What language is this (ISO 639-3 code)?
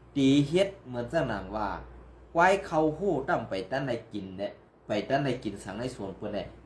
shn